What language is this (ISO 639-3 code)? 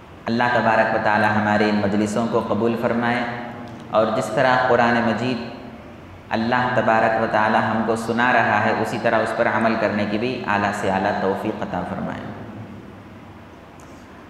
urd